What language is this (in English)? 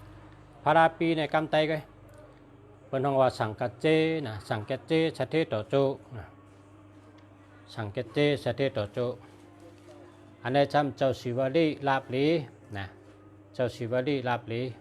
Shan